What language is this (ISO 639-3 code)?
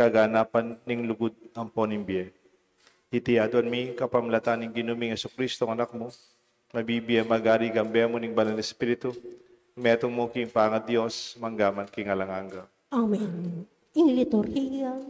pam